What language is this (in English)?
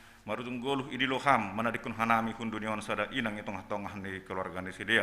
Batak Simalungun